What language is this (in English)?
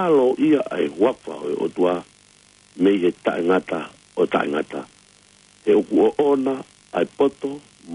Tongan